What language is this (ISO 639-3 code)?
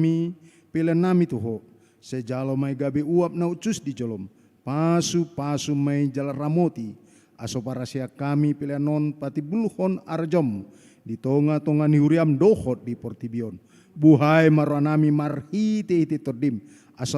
bbc